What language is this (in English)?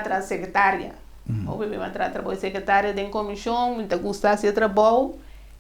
Papiamento